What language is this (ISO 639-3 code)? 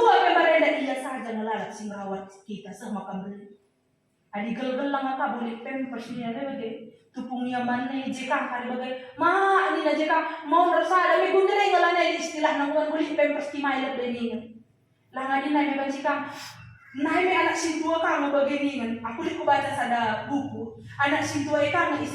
btx